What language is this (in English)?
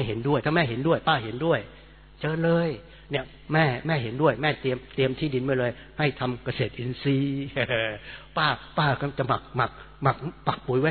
Thai